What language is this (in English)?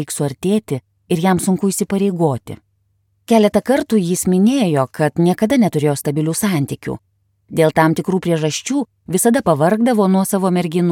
Lithuanian